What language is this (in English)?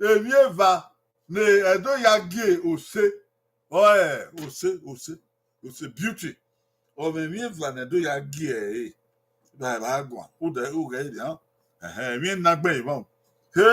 Bini